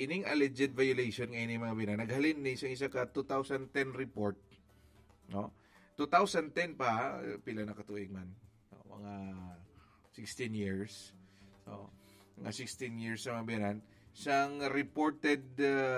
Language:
Hiligaynon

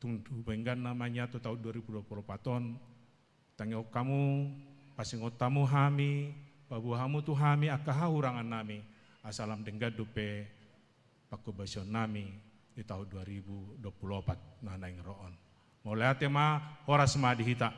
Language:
Batak Toba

